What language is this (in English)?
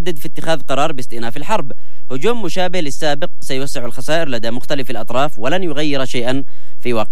Arabic